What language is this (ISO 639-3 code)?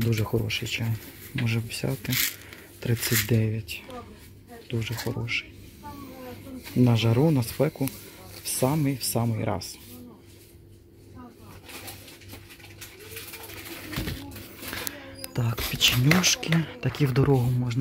ukr